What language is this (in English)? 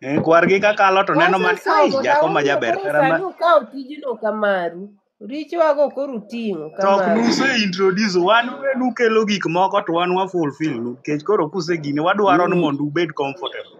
Luo (Kenya and Tanzania)